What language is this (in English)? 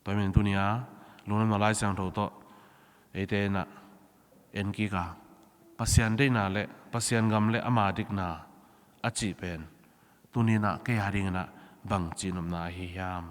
Tedim Chin